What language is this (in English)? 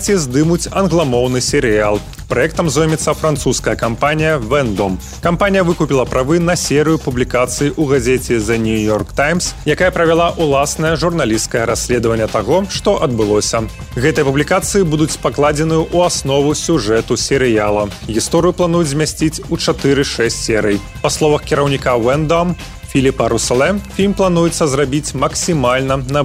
Belarusian